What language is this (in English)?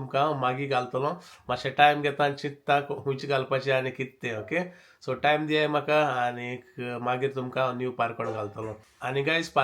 Konkani